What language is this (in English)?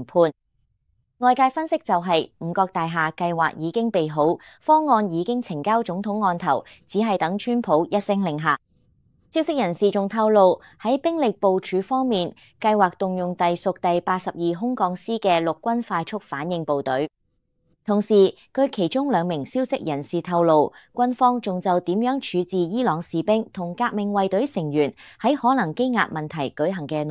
Cantonese